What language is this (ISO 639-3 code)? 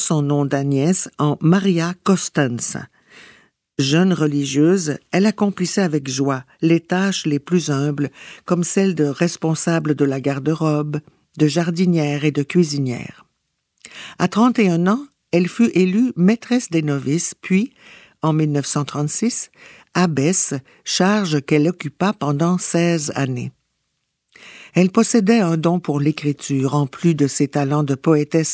fra